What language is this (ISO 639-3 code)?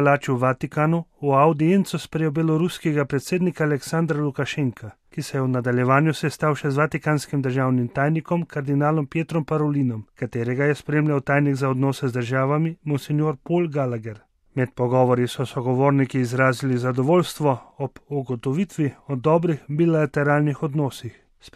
slv